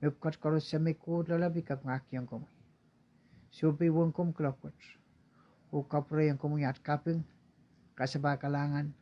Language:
Pohnpeian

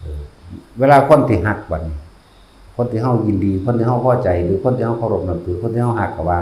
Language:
Northeastern Thai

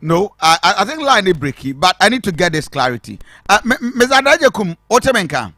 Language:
Akan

